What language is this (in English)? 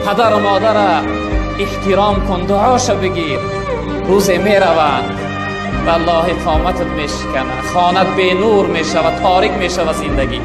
Tajik